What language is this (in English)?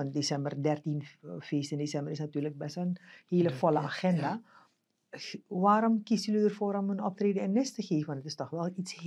Dutch